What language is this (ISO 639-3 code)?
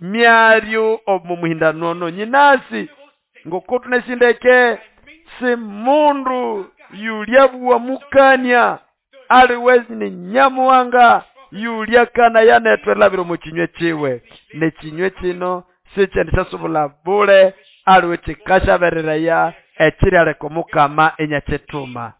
nnb